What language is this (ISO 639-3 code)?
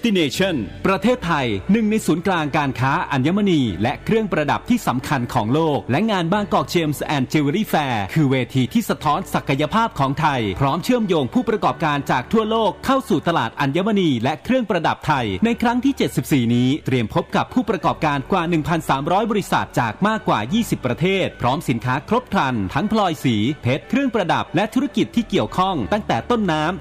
tha